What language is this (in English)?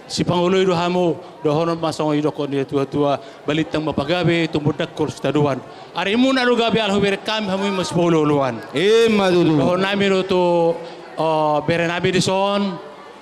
Batak Toba